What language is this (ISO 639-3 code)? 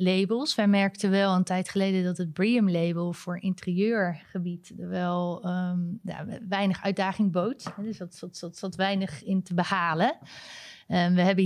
nld